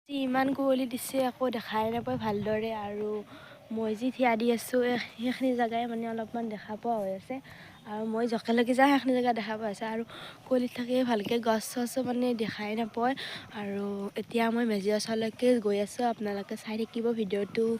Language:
Assamese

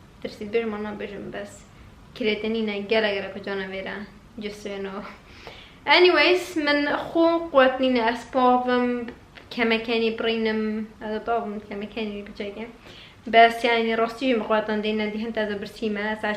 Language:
Kurdish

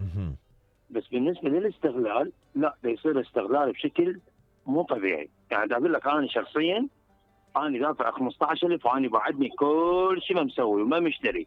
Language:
Mesopotamian Arabic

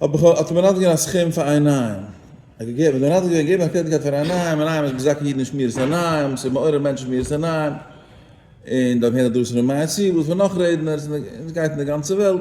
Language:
Yiddish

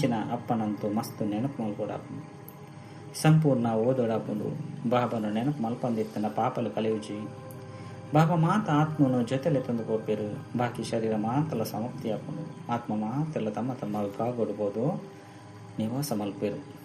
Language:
Tulu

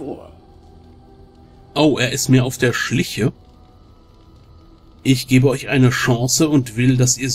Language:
German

